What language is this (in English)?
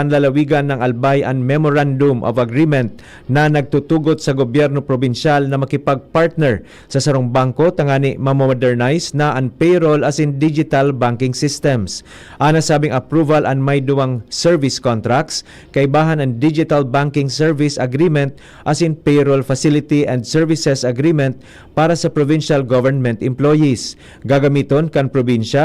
Bikol